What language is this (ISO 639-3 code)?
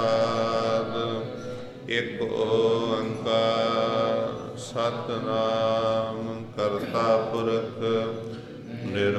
pan